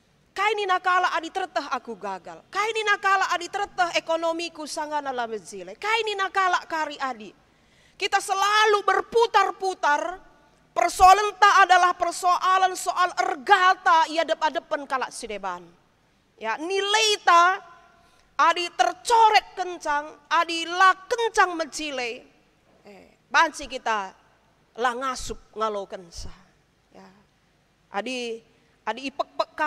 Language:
Batak Karo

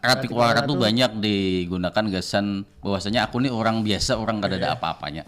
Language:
Banjar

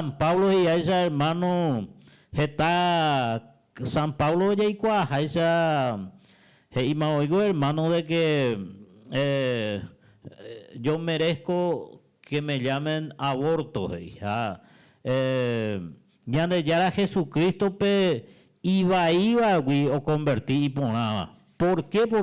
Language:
Guarani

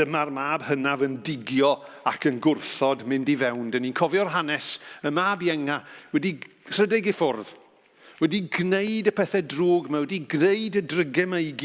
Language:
Welsh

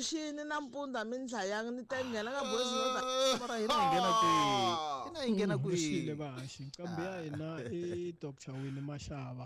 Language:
Tsonga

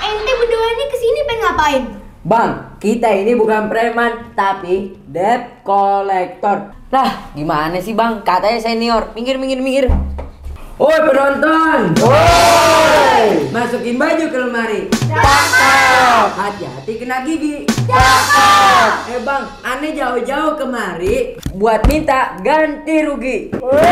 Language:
Betawi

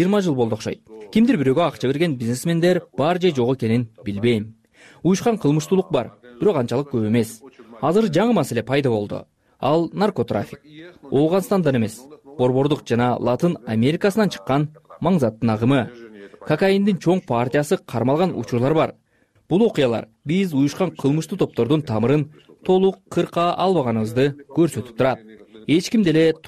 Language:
Kyrgyz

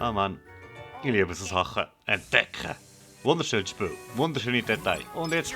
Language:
Swiss German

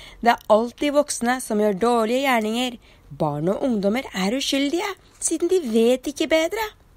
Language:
Norwegian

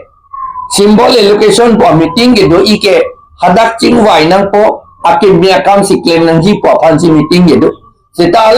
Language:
Karbi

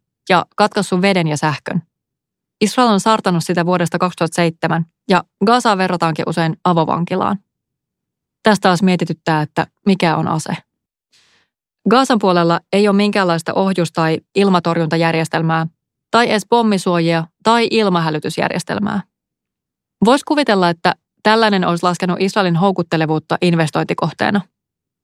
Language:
Finnish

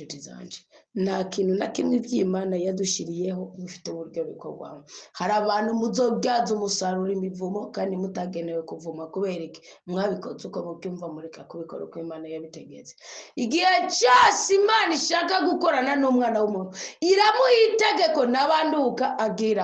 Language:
Rundi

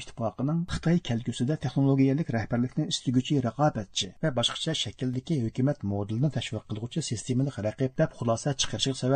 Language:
Uyghur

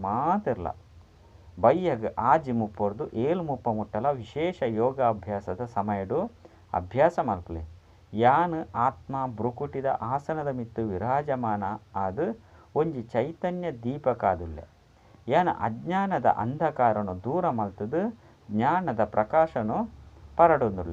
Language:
Tulu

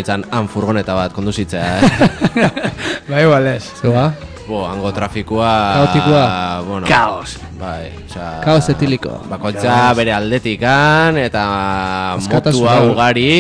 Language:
Basque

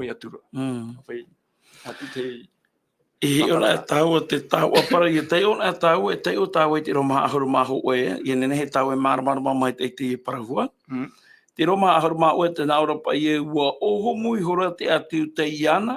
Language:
Tahitian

